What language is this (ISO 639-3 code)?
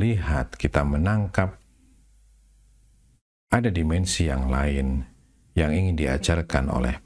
ind